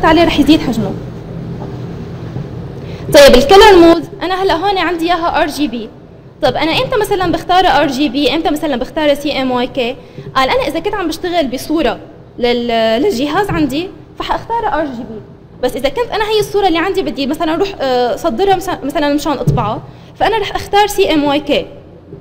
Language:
North Levantine Arabic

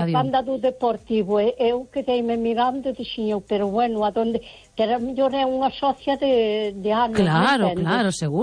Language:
Galician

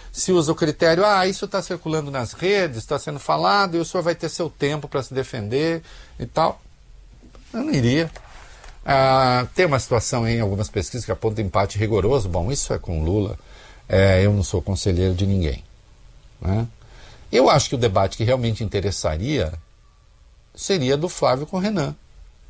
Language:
Portuguese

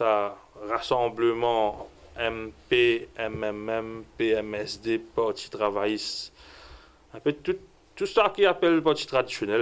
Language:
Morisyen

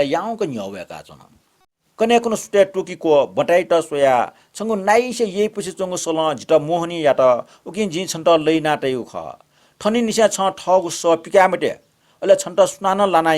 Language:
Newari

